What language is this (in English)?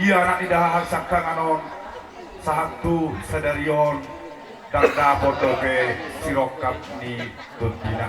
Batak Toba